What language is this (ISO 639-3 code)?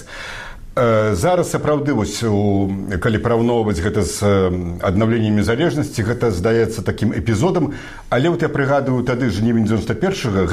bel